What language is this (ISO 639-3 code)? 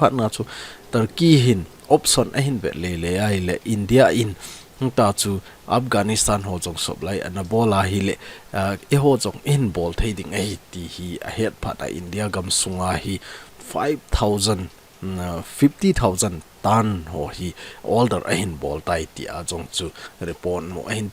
tcz